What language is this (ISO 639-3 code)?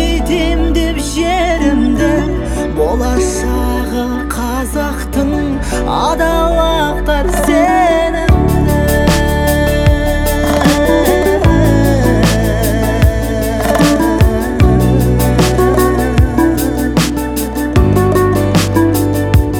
kaz